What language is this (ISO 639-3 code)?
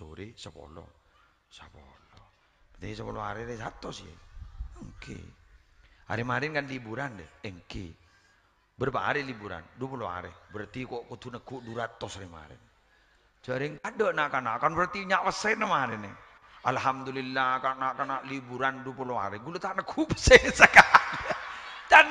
mad